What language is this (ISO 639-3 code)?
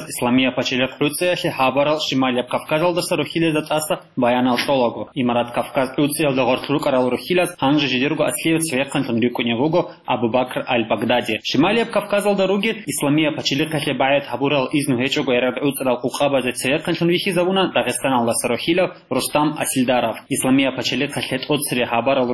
ava